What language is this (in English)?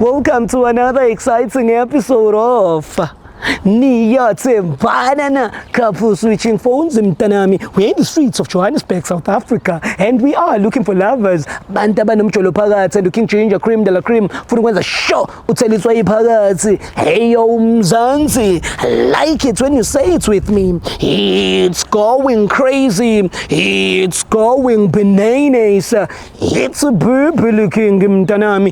Zulu